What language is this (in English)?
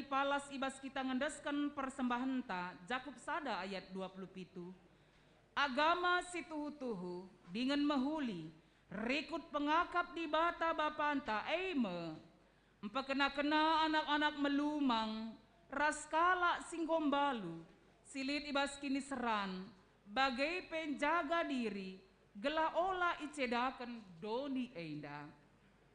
Batak Karo